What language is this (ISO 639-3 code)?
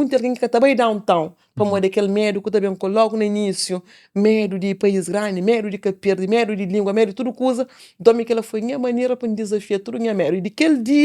kea